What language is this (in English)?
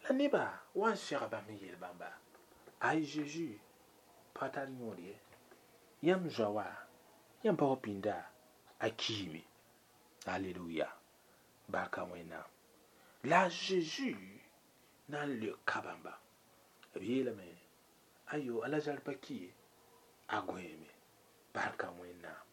Mossi